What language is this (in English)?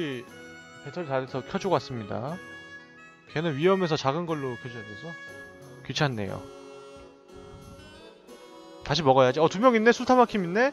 Korean